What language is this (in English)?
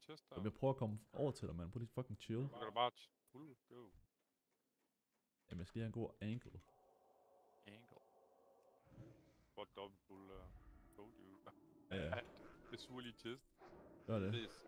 Danish